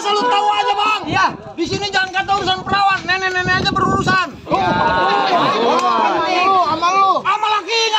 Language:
Betawi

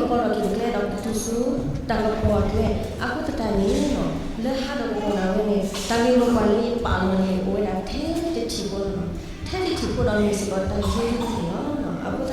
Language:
S'gaw Karen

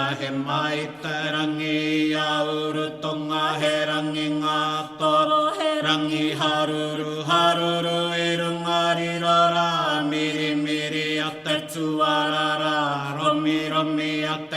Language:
Māori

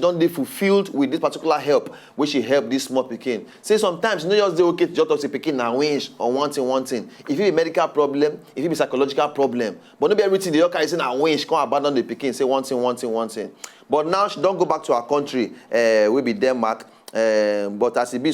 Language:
Nigerian Pidgin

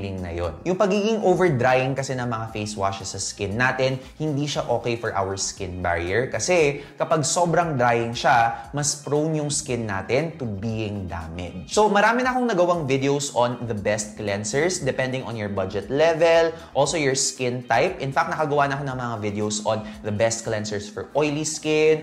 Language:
Filipino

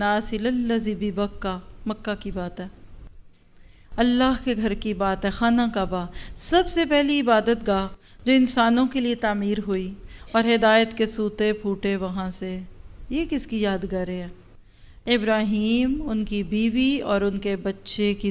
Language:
Urdu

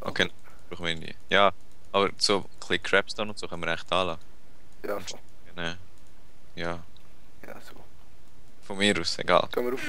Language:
Swiss German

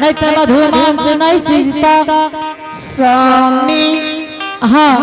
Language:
Angika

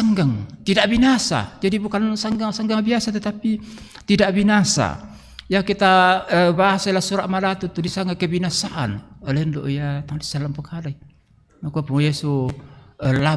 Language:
Toraja-Sa'dan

